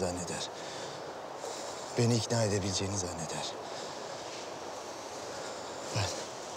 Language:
Turkish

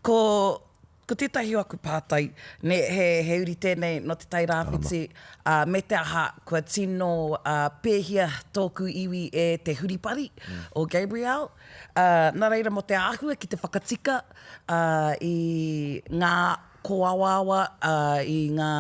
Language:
Māori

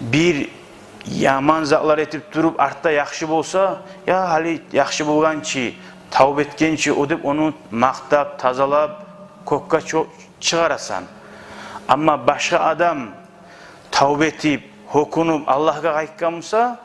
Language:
Kumyk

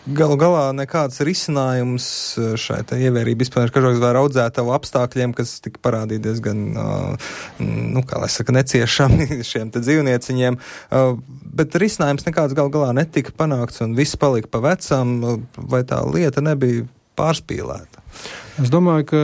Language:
Latvian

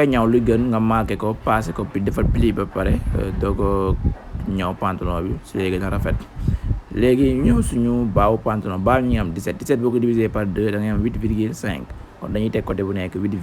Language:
Wolof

